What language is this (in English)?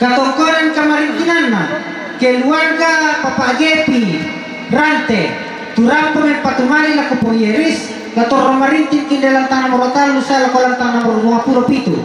Toraja-Sa'dan